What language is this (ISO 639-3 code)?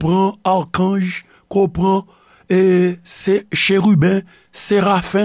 hat